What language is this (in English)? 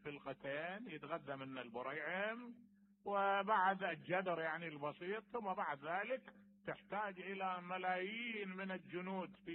Mesopotamian Arabic